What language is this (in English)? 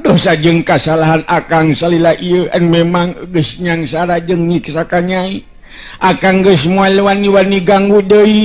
Sundanese